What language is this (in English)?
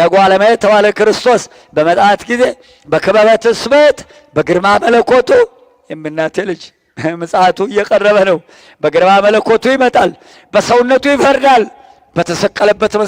Amharic